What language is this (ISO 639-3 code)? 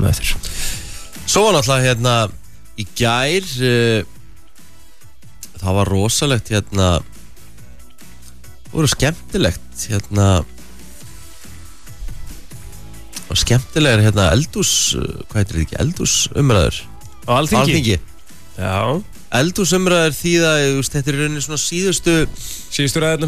isl